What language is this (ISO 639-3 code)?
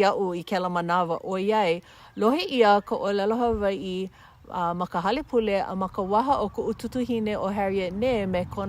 haw